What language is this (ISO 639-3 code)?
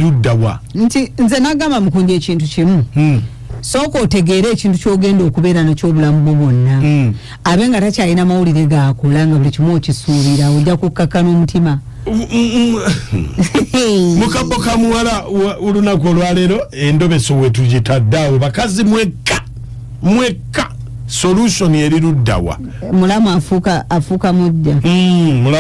lug